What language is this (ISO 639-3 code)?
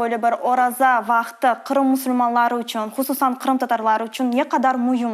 crh